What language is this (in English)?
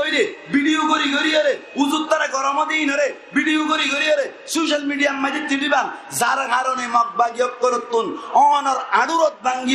Rohingya